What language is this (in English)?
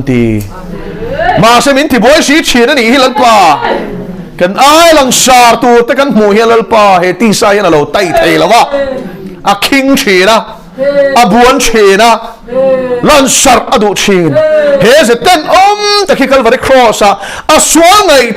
Mizo